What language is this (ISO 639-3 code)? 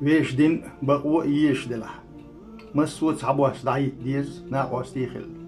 che